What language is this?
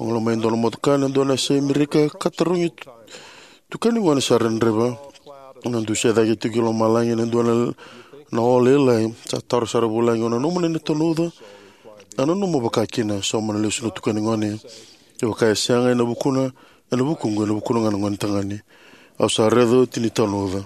Fijian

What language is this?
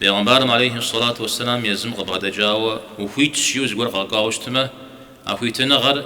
Kabardian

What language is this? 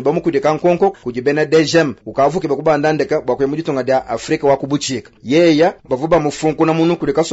Luba-Lulua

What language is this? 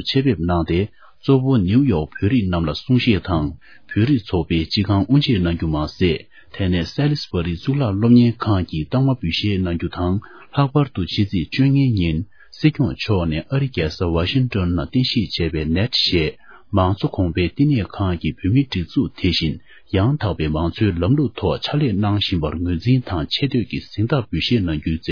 Tibetan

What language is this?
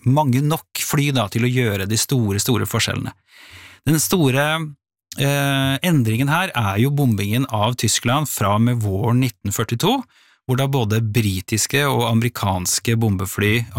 Norwegian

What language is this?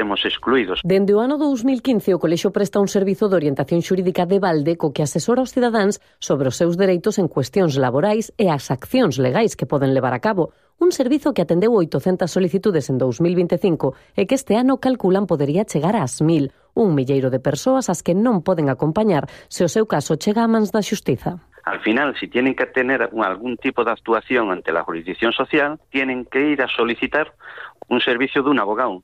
Galician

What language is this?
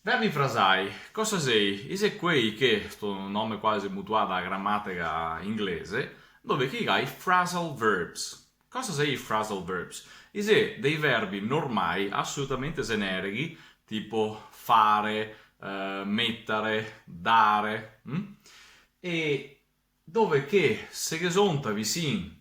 Venetian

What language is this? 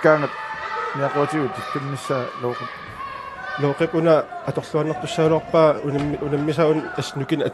Kalaallisut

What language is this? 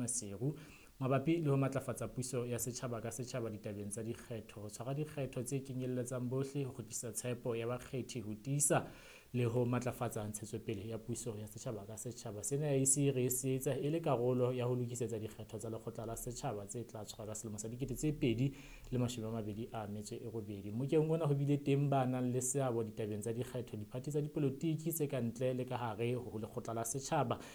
Southern Sotho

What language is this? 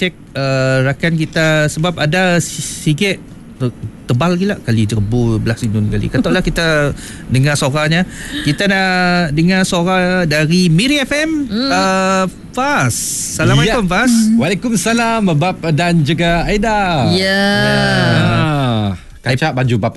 Malay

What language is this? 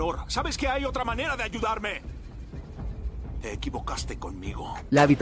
Spanish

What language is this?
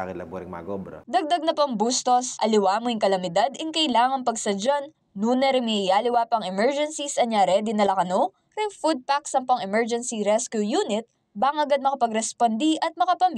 Pampanga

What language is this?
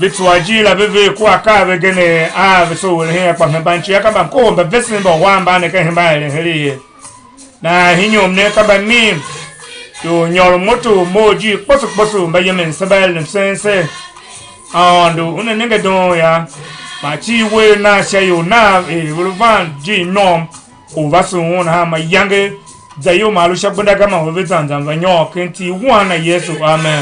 Tiv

